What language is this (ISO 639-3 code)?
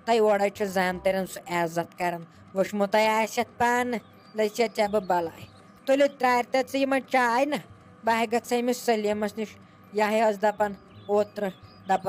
kas